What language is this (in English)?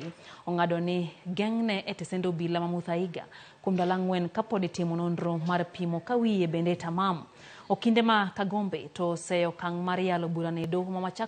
Luo (Kenya and Tanzania)